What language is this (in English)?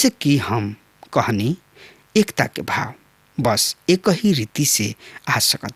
Bhojpuri